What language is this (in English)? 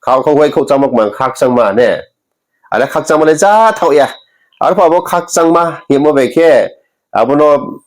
Riang (India)